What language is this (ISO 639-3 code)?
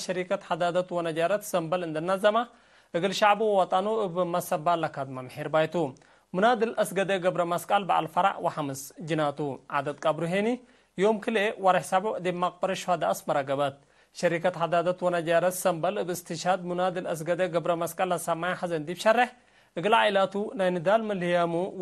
tig